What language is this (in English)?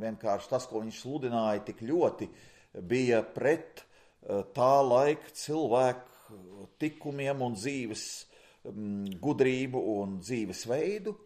Latvian